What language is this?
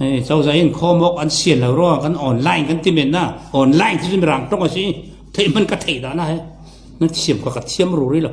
Falam Chin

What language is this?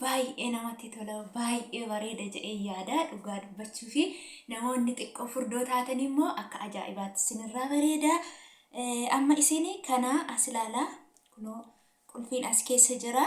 Oromo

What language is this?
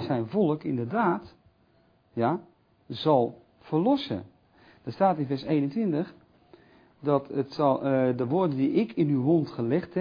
Dutch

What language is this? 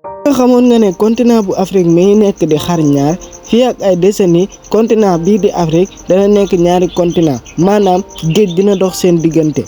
Wolof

